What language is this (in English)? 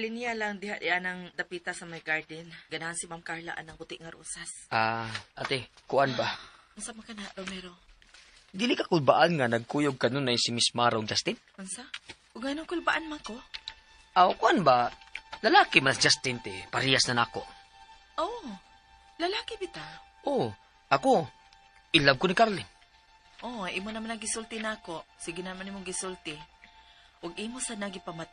Cebuano